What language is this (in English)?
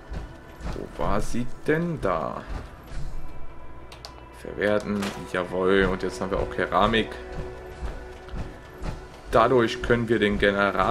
German